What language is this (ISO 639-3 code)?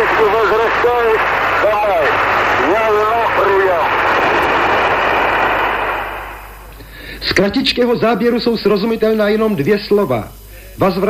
slk